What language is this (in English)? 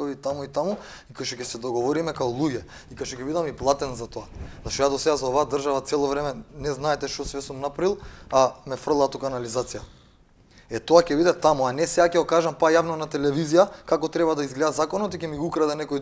Macedonian